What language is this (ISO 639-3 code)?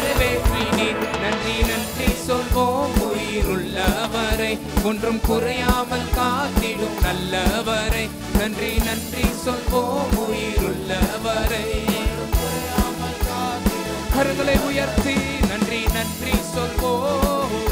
tam